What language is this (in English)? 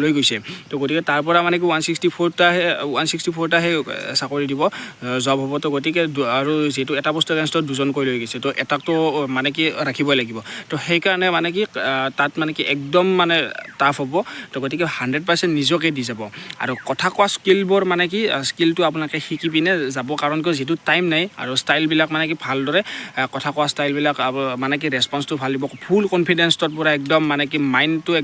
Assamese